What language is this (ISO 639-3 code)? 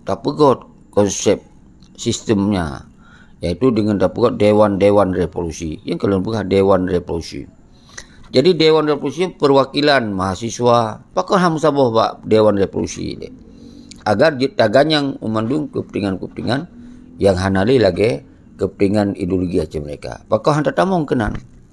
ace